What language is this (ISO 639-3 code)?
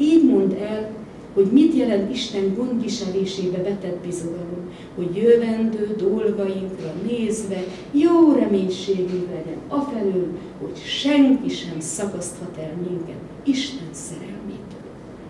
hun